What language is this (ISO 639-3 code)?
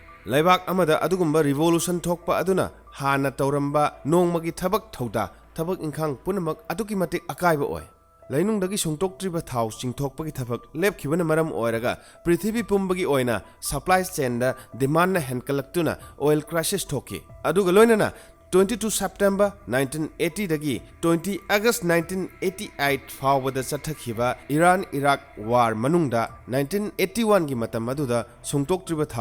mni